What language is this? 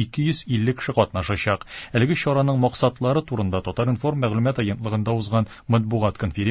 Tatar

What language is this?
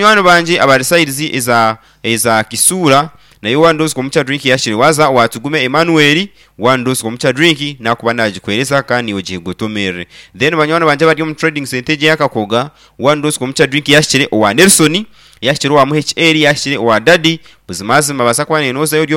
Nyankole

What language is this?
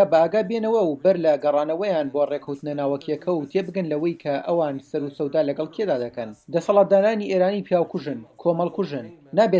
Central Kurdish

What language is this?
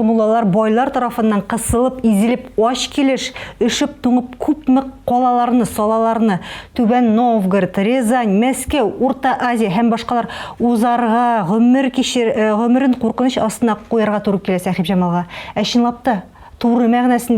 Tatar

